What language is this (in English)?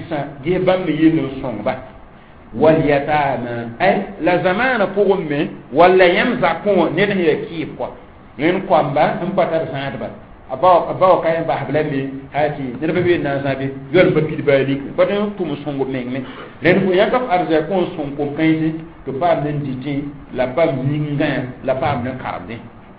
Mossi